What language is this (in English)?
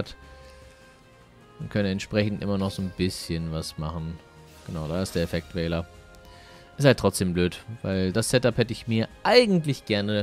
German